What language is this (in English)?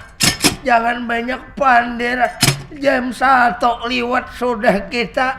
Banjar